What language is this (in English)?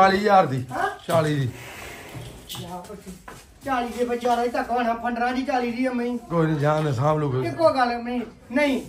Punjabi